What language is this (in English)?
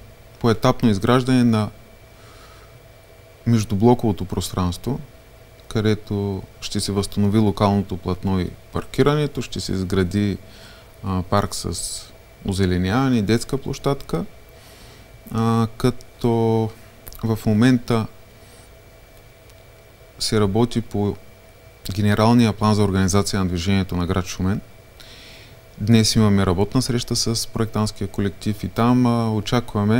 Bulgarian